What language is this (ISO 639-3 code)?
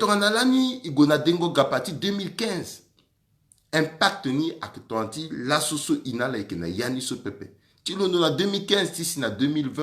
sag